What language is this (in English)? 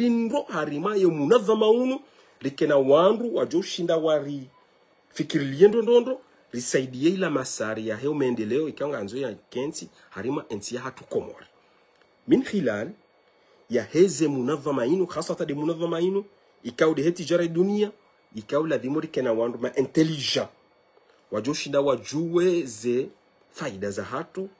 Ngazidja Comorian